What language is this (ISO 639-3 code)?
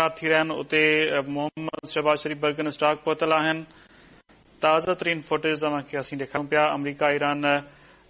snd